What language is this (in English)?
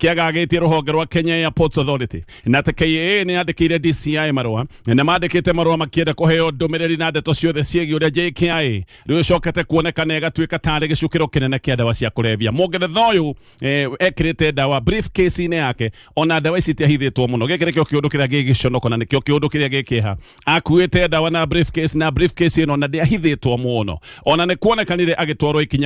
Kikuyu